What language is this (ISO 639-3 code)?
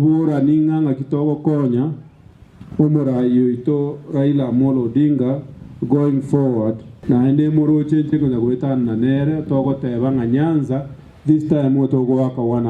guz